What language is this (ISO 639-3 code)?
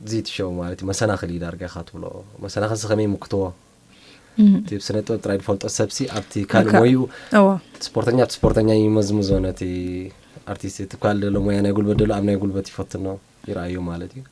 tir